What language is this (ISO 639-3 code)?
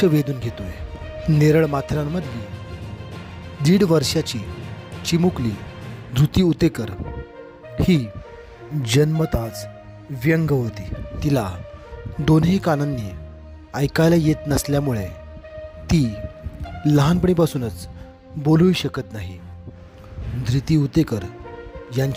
mar